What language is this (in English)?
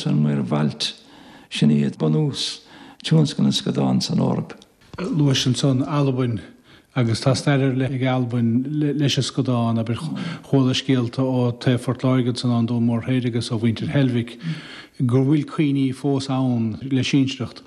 Irish